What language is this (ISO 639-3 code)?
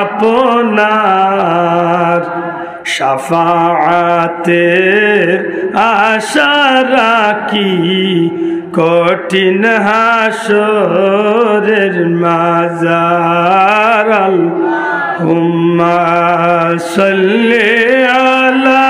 syl